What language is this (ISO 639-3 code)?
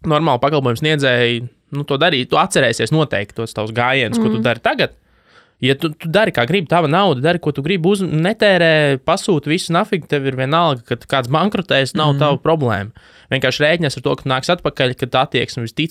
lav